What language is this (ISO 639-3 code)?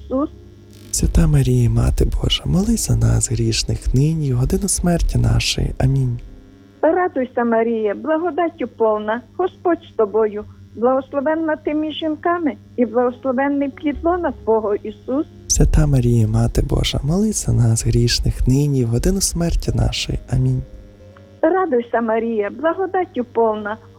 ukr